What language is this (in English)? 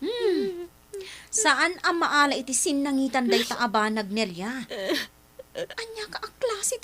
Iloko